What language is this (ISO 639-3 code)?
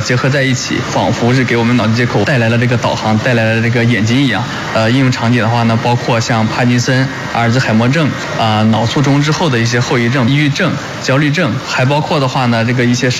zho